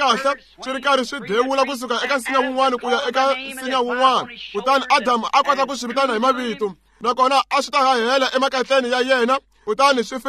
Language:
Tsonga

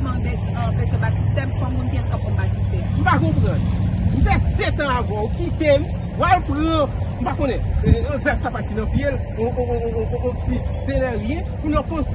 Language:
Haitian Creole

